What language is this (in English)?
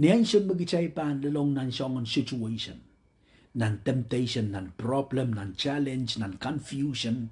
Pohnpeian